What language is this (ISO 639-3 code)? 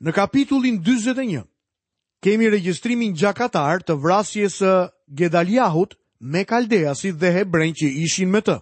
sqi